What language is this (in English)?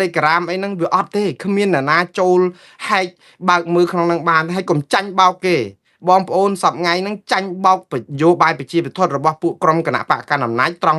Khmer